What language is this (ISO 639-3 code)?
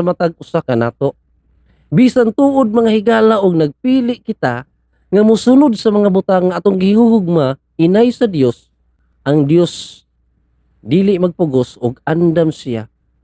ceb